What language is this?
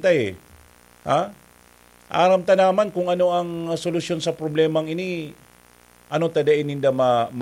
Bikol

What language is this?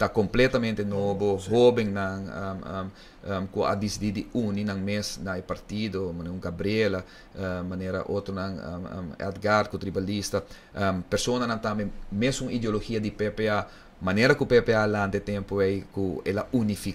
Papiamento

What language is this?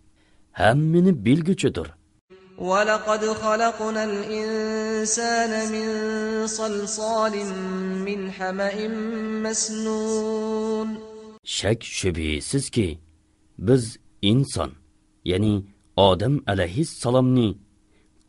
Uyghur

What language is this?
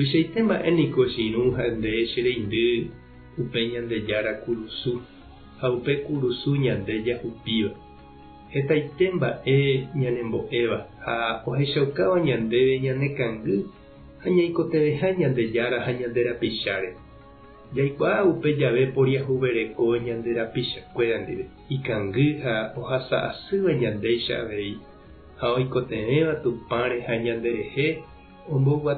Guarani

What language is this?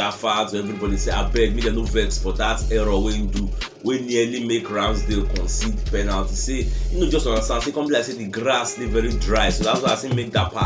Nigerian Pidgin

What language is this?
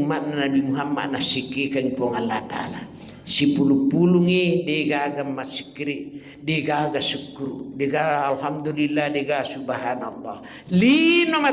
Buginese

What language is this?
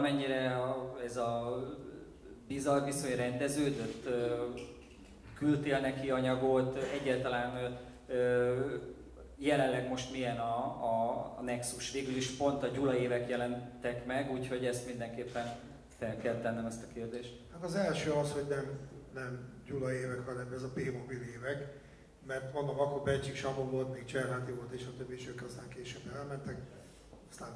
Hungarian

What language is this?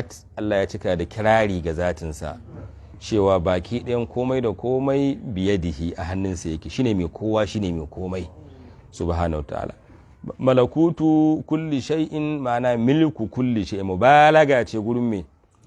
Hausa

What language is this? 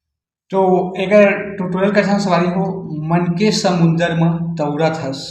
Chhattisgarhi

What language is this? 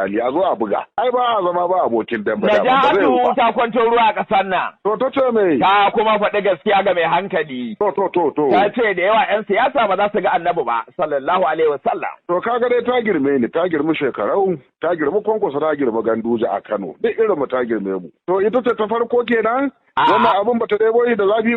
Hausa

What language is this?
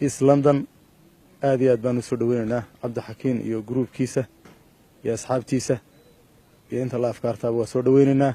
Somali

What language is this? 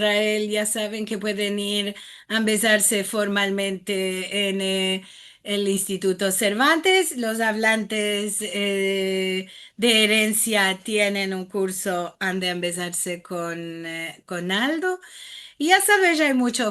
Ladino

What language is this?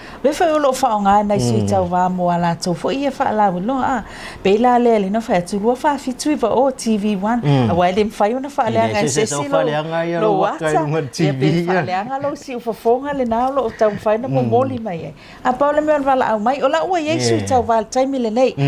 Samoan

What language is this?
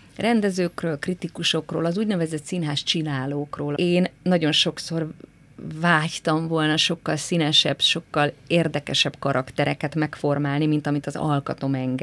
Hungarian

